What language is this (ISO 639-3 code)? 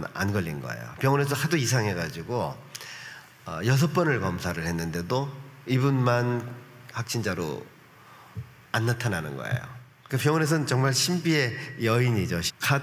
kor